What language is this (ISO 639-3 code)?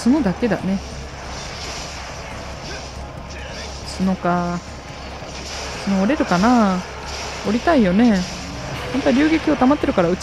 jpn